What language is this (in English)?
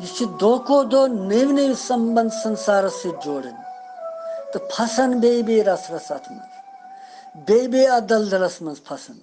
Kashmiri